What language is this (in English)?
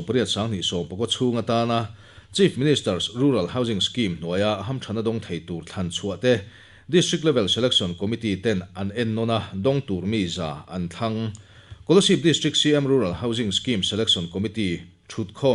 Mizo